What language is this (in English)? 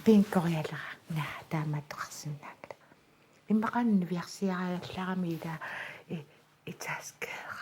Kalaallisut